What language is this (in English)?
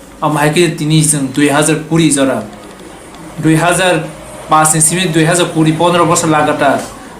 Kok Borok